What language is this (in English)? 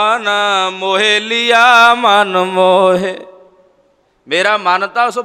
Punjabi